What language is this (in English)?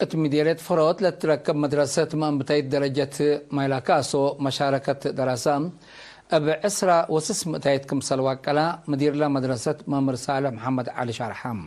Tigre